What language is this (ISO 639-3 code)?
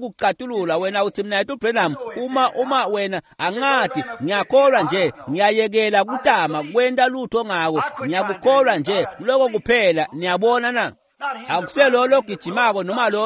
ssw